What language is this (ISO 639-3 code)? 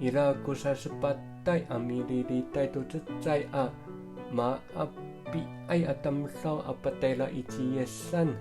ami